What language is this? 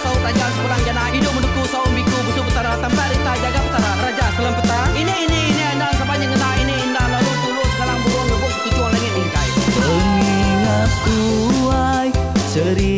Iban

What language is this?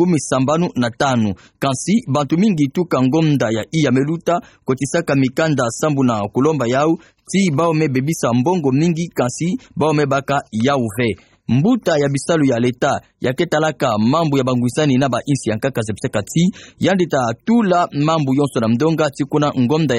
Kituba (Democratic Republic of Congo)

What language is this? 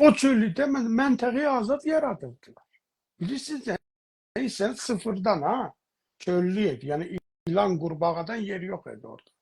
South Azerbaijani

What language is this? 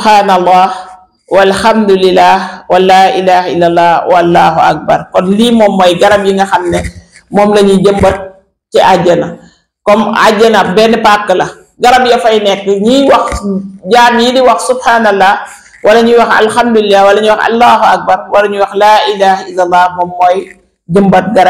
Wolof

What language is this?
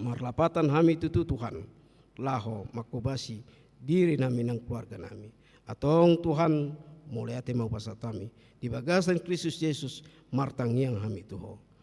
Batak Toba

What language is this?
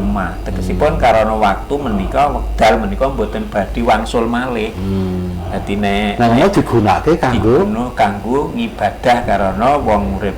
Javanese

